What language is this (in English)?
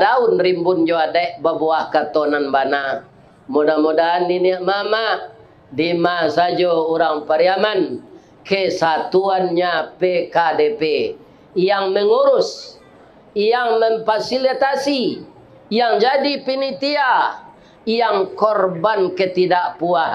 Minangkabau